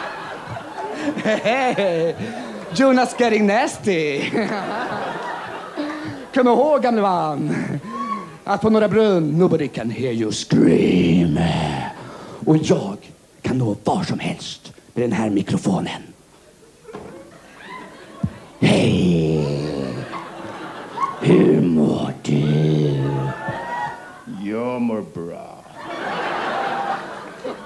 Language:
Swedish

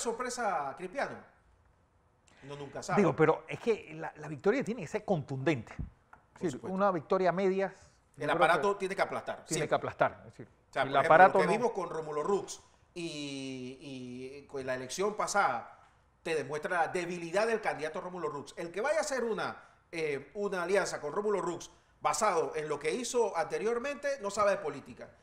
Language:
Spanish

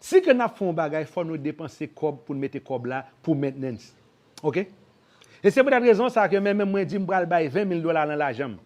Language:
Haitian Creole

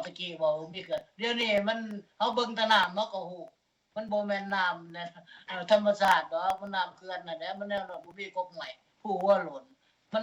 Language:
Lao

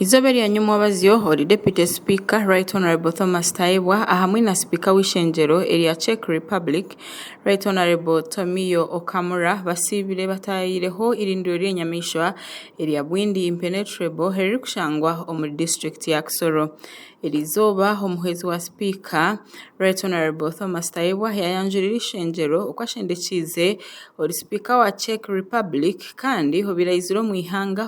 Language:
Nyankole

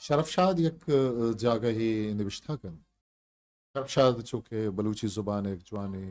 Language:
Eastern Balochi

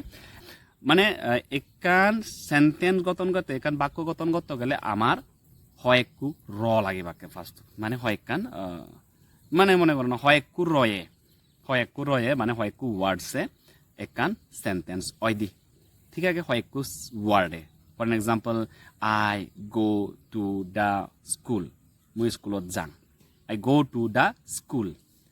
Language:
Chakma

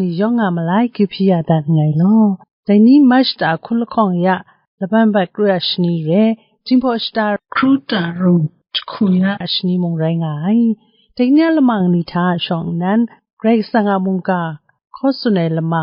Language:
Kachin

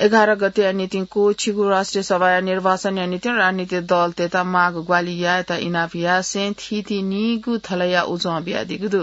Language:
Newari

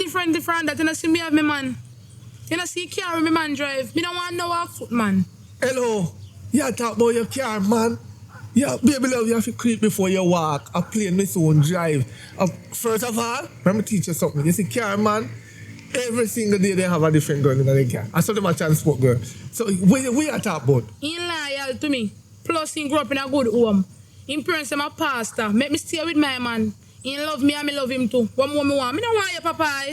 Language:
Jamaican Creole English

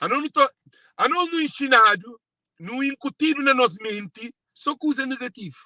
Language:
Kabuverdianu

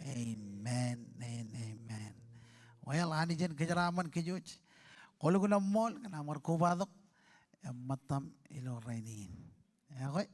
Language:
Marshallese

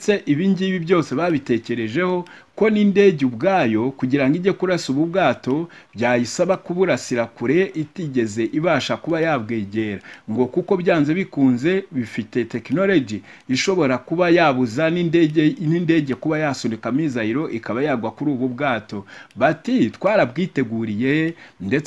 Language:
Kinyarwanda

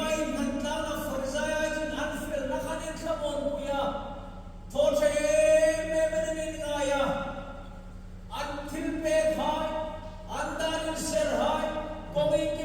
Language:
Hmar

